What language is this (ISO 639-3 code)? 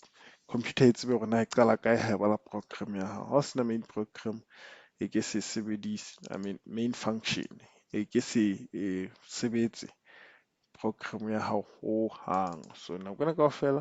sot